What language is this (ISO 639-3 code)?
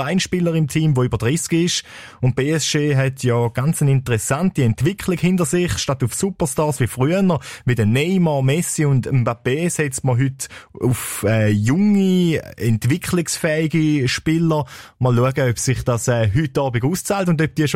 deu